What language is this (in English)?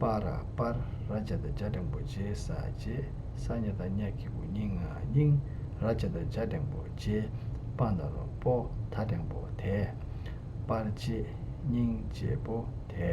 Tibetan